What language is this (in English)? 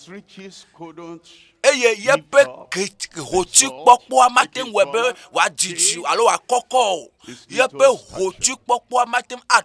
Ewe